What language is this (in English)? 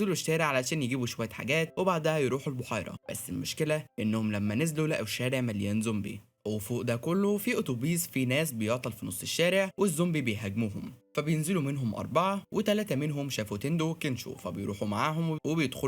Egyptian Arabic